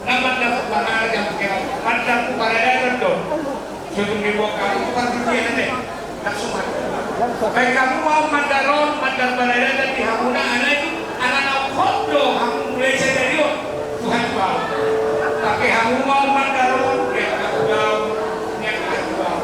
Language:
Batak Simalungun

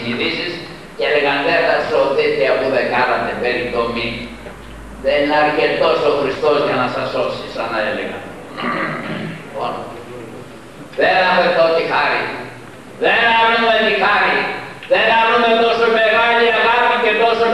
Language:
Greek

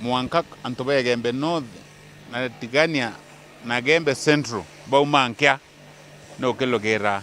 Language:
Meru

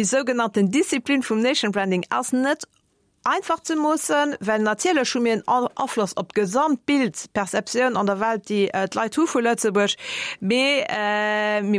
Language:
Luxembourgish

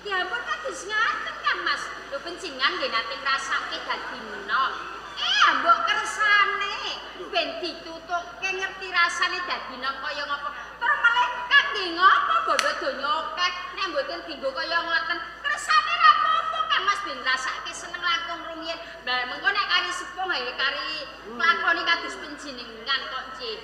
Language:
Javanese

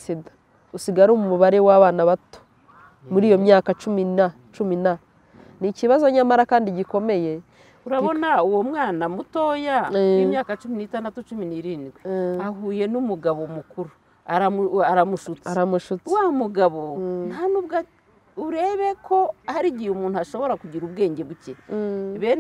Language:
Kinyarwanda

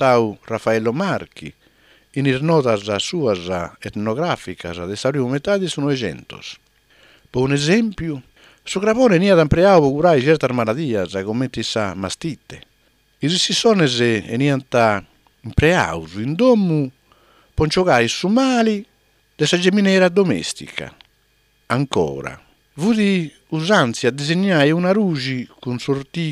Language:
Sardinian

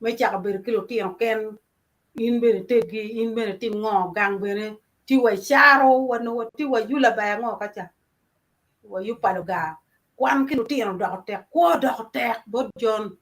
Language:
Acoli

